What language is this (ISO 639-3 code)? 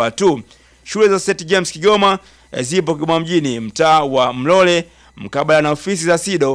swa